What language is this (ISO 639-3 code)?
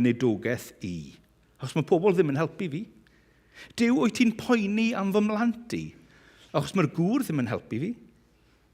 cym